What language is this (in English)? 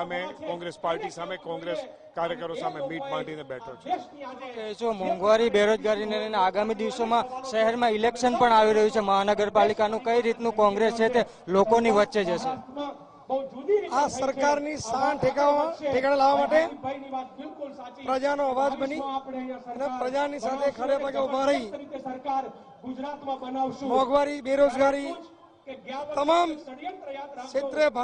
Gujarati